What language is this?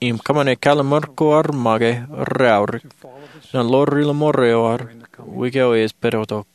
Marshallese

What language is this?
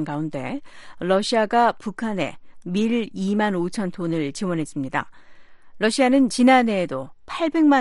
Korean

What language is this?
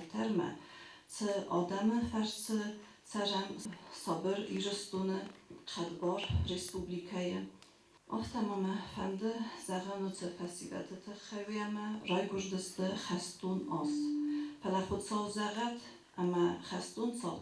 Ossetic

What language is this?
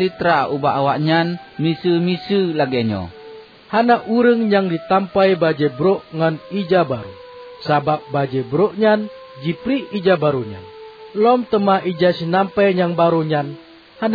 Achinese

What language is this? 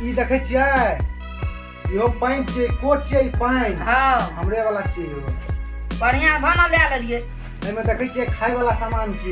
Maithili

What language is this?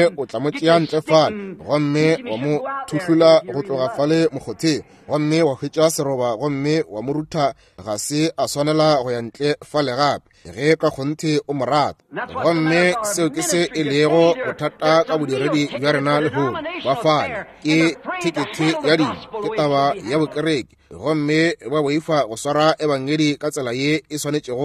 Northern Sotho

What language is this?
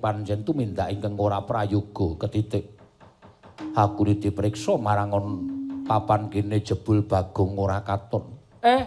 Javanese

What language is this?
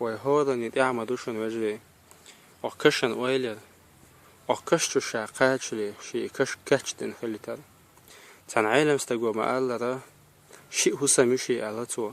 Chechen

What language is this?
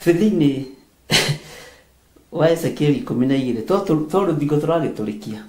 Kikuyu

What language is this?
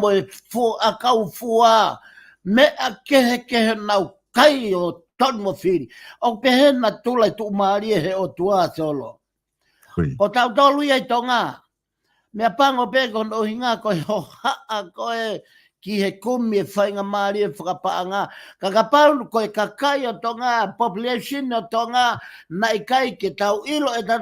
Tongan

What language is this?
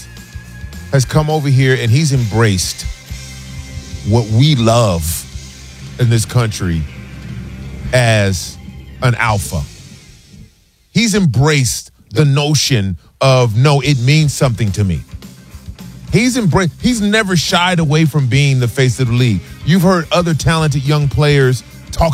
English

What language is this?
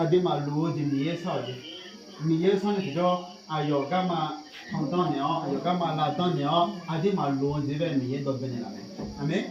Akha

